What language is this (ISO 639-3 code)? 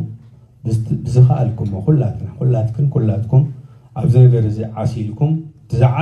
tir